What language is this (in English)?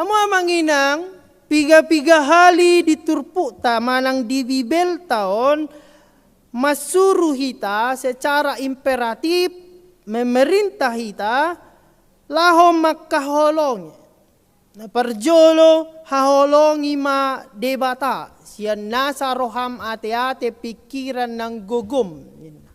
Batak Toba